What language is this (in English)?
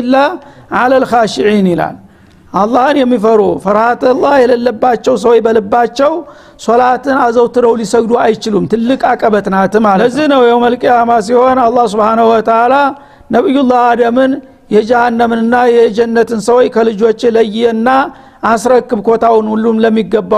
Amharic